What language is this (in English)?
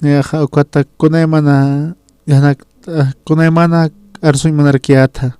Aymara